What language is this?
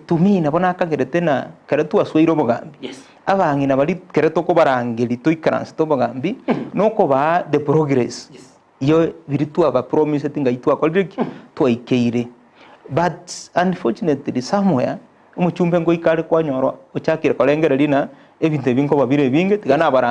Gusii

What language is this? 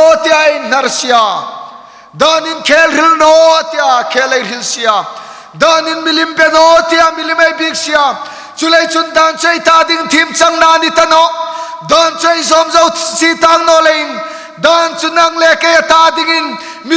Hmar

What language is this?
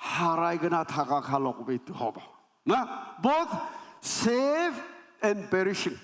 Naga Pidgin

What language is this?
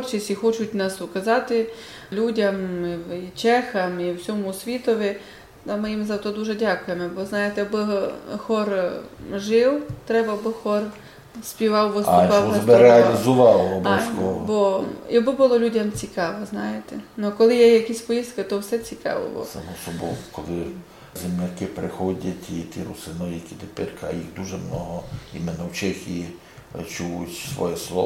Rusyn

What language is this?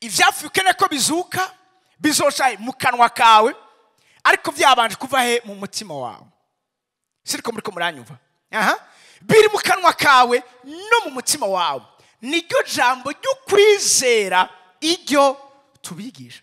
Rundi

